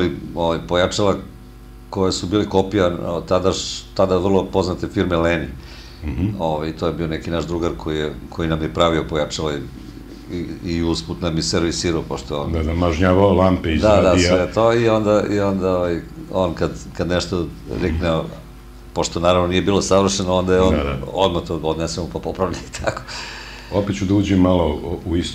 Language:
Serbian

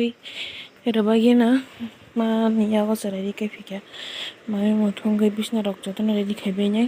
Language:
Kok Borok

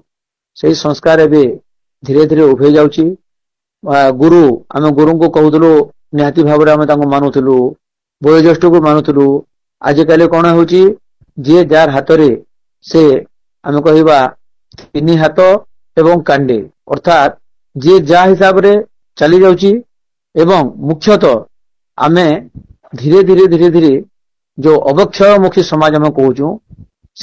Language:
Odia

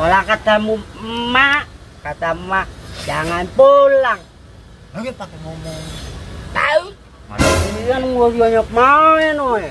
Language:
Betawi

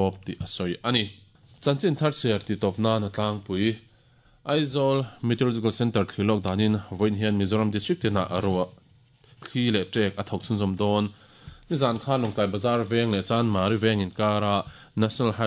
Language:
Mizo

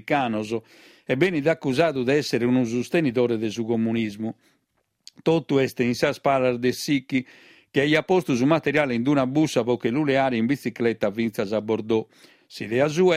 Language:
Sardinian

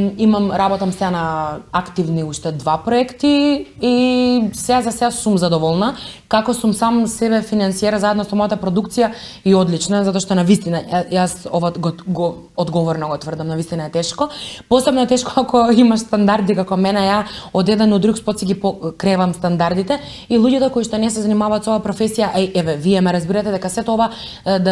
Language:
Macedonian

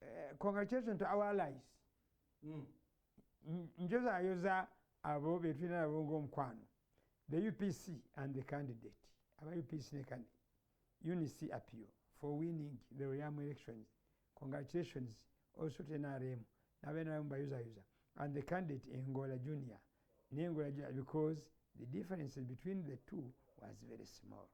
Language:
Ganda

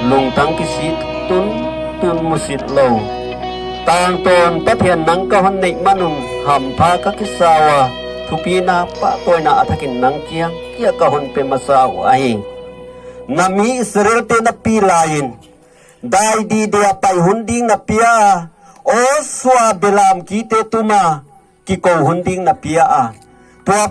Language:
Paite Chin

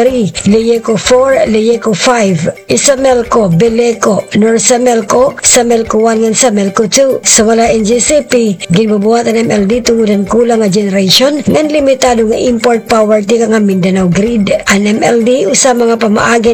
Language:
Waray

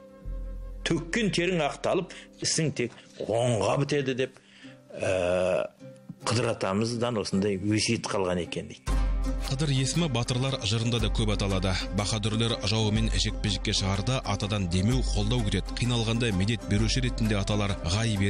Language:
Kazakh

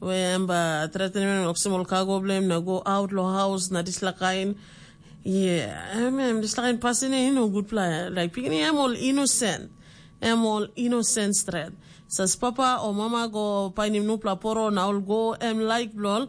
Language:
Tok Pisin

